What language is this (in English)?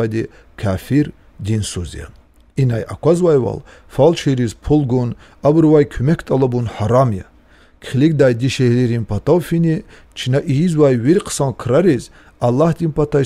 Lezghian